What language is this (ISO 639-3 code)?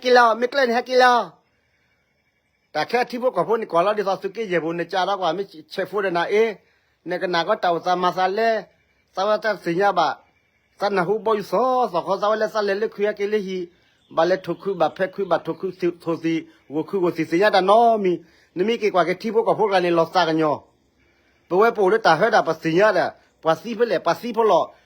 ksw